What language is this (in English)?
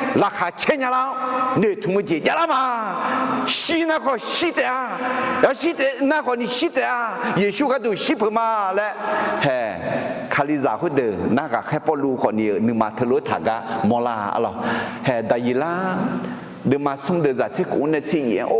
Akha